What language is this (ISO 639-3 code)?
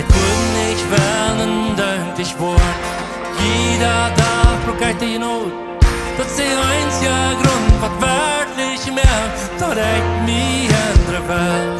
pdt